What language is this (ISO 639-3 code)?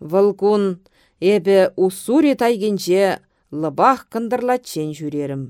chv